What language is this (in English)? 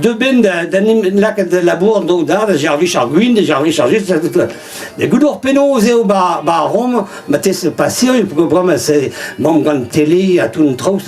Breton